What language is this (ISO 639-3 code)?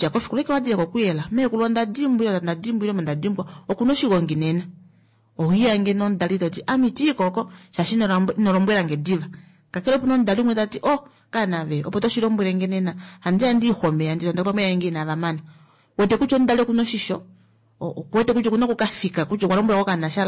kua